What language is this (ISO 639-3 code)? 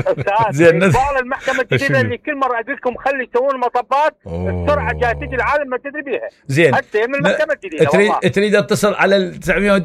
acm